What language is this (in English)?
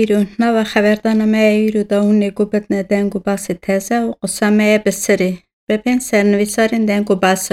Kurdish